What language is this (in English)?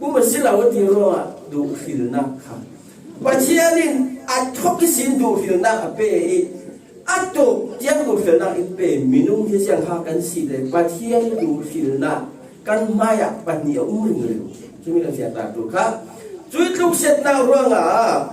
Falam Chin